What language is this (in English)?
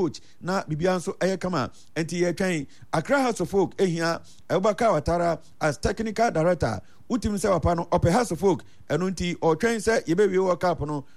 Akan